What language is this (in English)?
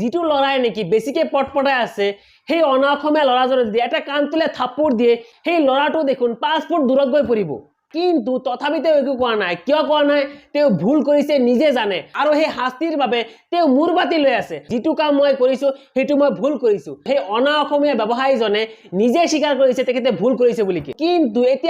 Assamese